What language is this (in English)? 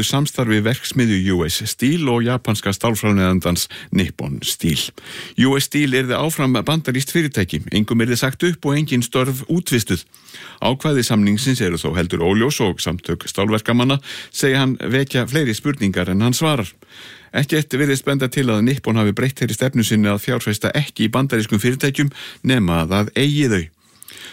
Icelandic